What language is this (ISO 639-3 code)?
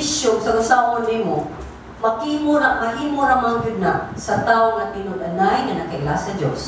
ceb